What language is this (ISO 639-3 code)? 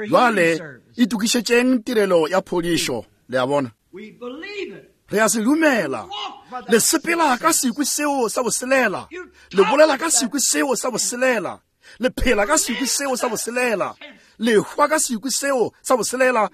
nso